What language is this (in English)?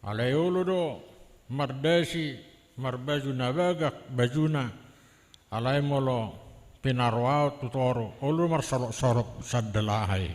Batak Toba